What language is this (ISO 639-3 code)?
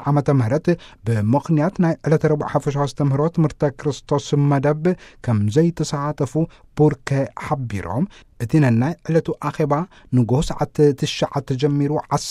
tir